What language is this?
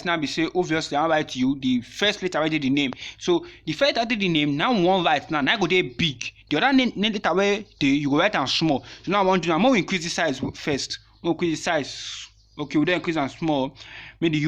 Nigerian Pidgin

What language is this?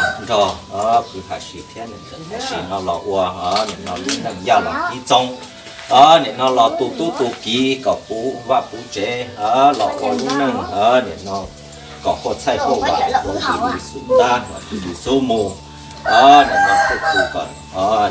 Hmong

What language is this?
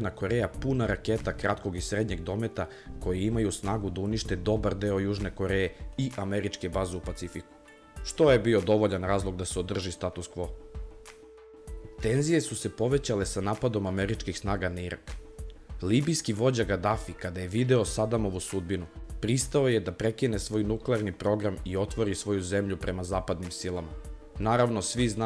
Serbian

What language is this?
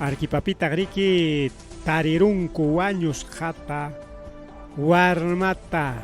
Ayacucho Quechua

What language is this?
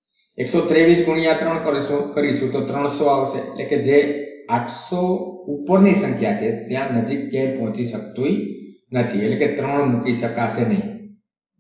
Gujarati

